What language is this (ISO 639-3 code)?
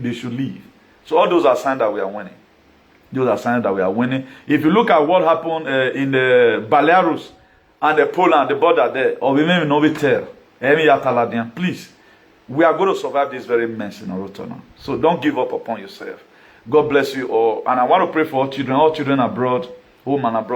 pcm